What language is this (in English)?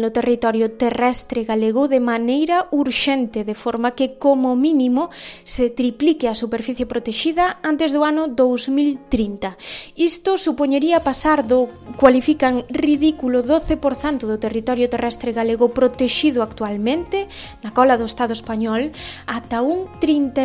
Galician